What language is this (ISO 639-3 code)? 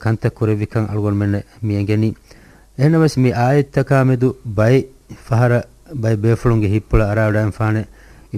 div